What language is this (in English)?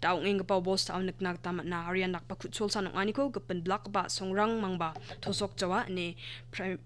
Garo